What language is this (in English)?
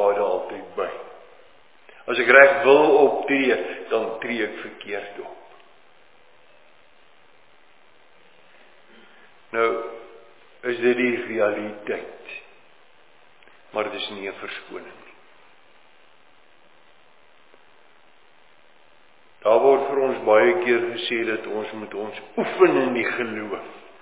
Afrikaans